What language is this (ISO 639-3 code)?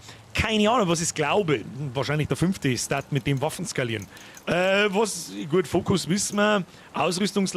bar